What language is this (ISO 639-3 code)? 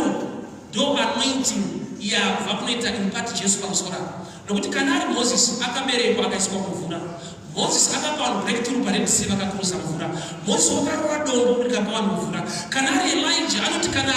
sna